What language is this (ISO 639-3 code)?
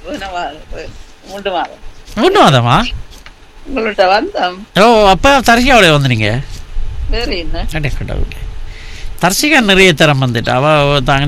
tam